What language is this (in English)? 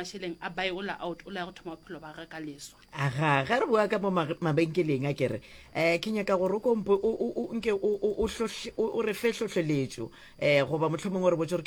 Northern Sotho